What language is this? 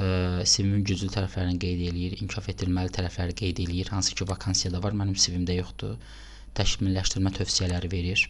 Azerbaijani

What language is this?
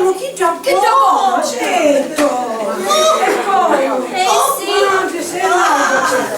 Sicilian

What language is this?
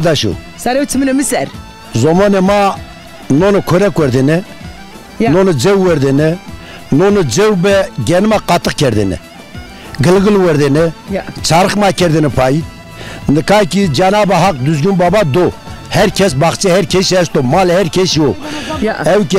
Zaza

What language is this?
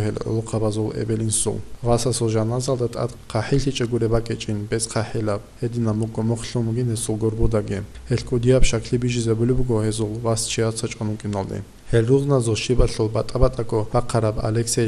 Avaric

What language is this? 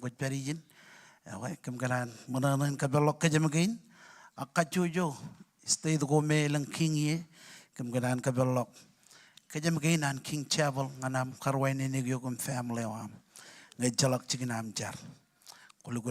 Marshallese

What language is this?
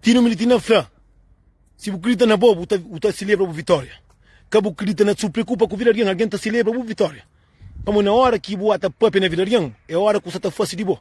Kabuverdianu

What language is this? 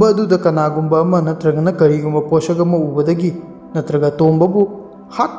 Manipuri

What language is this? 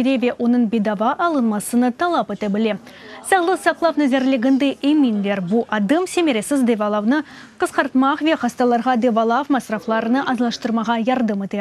Crimean Tatar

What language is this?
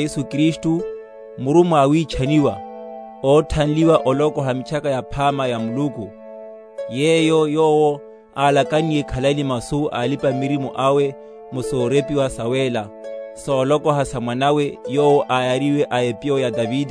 Makhuwa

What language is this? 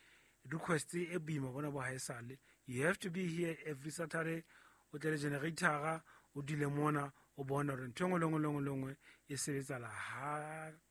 Southern Sotho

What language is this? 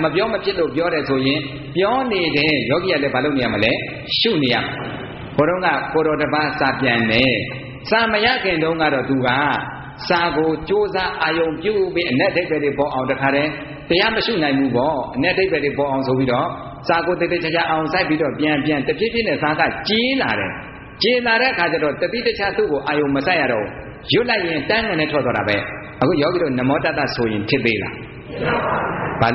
Burmese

